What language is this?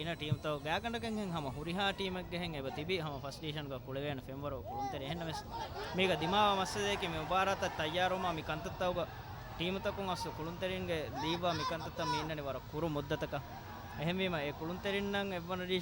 Divehi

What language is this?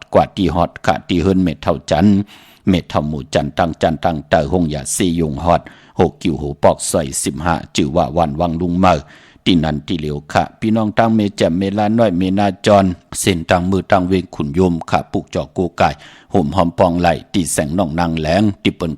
Shan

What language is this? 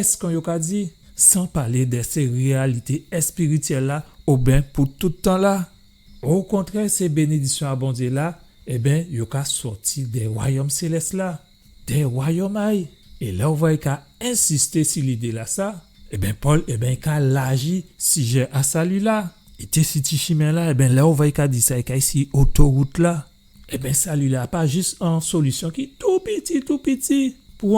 Guadeloupean Creole French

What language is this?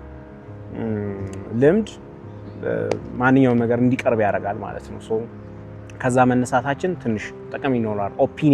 Amharic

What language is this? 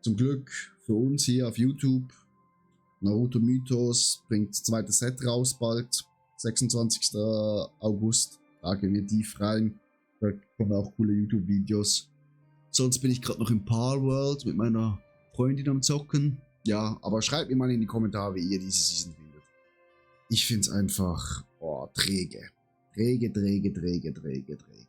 Swiss German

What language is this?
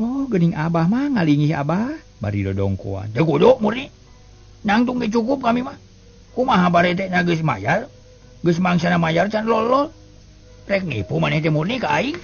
Sundanese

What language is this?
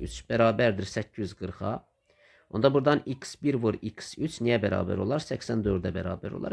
Azerbaijani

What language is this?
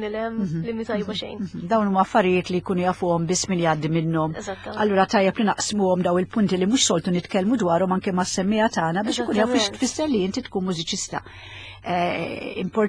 Maltese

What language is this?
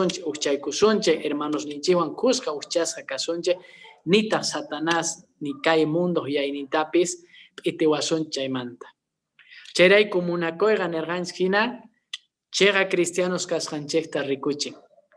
Quechua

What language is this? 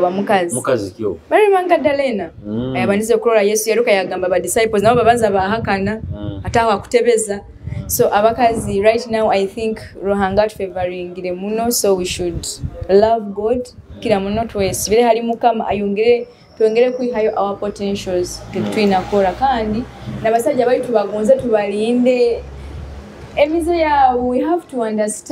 Nyoro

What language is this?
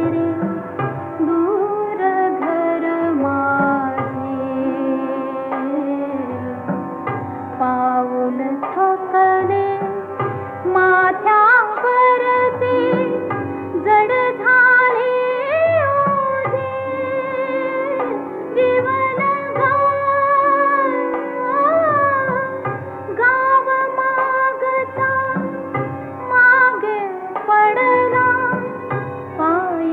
Marathi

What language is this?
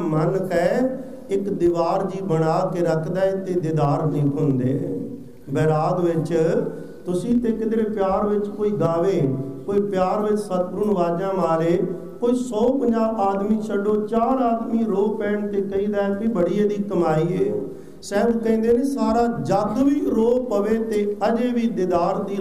Punjabi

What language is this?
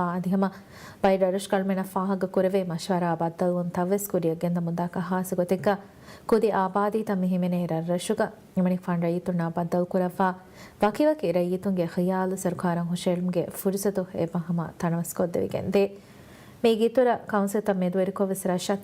Divehi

